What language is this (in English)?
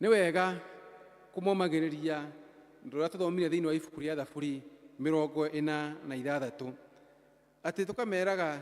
Kikuyu